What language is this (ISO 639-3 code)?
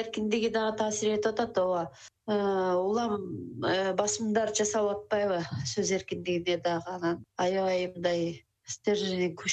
kir